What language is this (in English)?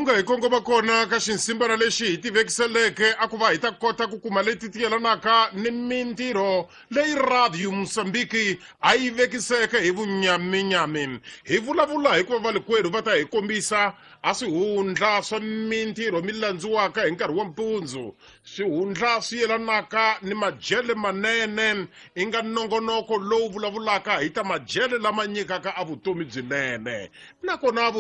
Tsonga